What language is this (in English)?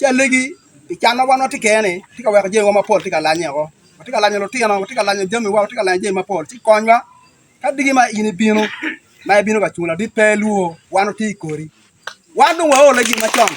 Acoli